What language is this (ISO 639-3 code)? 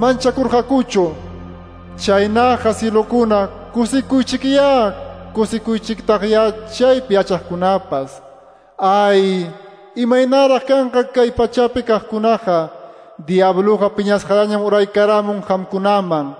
que